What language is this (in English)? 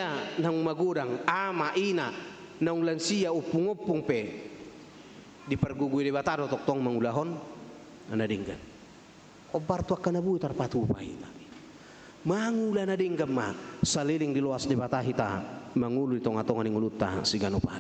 Batak Toba